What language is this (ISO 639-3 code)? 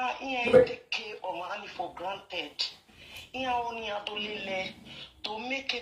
pcm